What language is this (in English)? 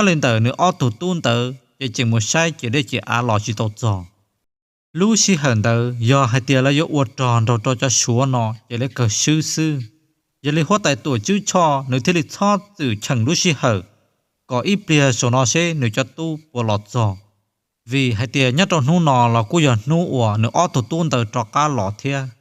Hmong